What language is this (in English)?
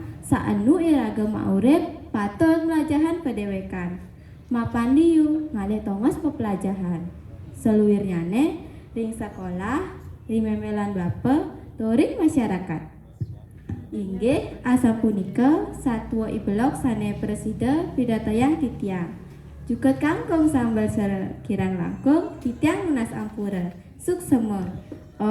Balinese